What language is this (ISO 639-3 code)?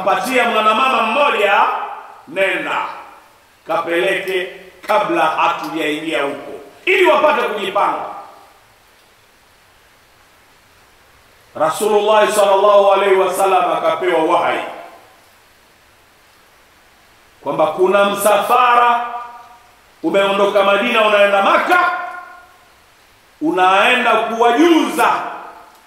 swa